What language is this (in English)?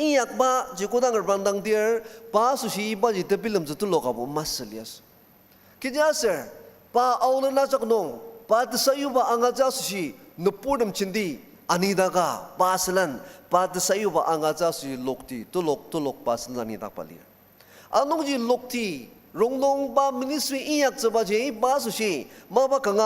Ao Naga